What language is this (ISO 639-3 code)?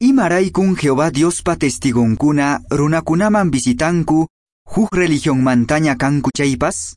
que